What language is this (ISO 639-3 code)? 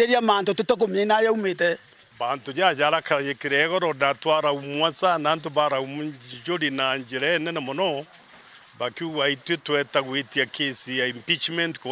mer